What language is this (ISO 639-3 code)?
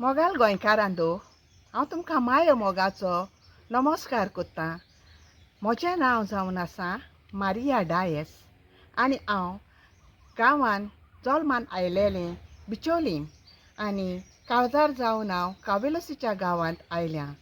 kok